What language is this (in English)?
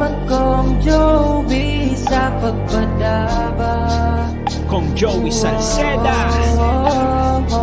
Bikol